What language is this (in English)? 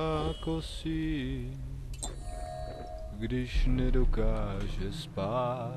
Czech